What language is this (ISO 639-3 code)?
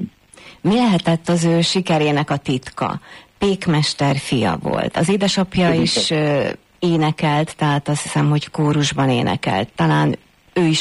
hun